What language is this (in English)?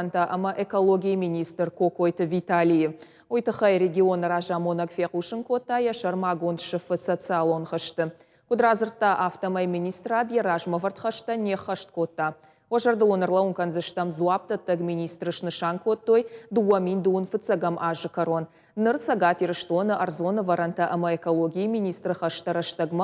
Ossetic